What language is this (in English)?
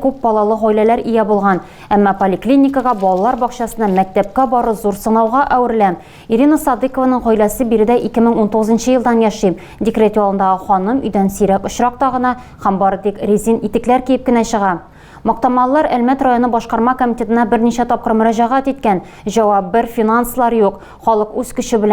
Tatar